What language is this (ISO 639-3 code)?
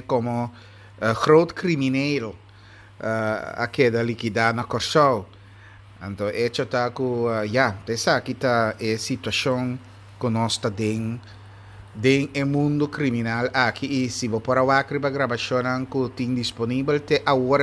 pap